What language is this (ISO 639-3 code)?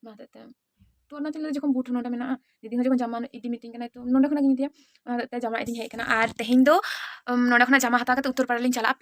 sat